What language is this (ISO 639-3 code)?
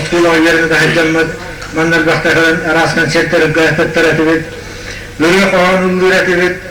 sah